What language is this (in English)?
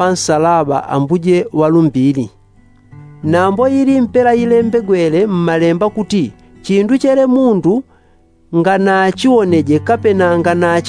Yao